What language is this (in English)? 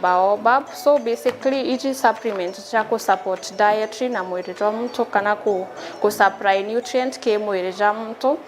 Meru